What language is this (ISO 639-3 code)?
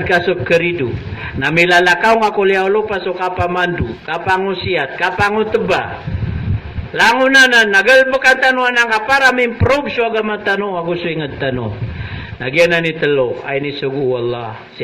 mrw